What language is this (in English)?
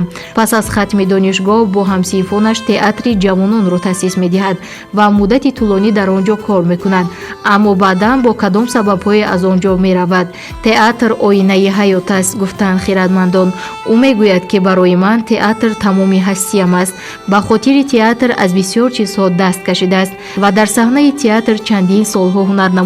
Tajik